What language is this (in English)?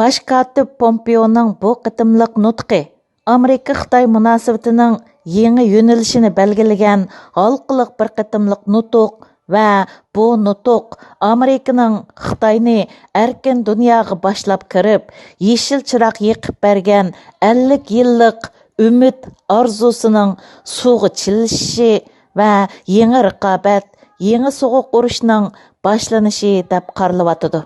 Uyghur